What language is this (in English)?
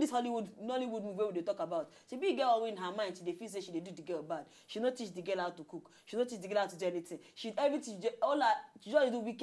Nigerian Pidgin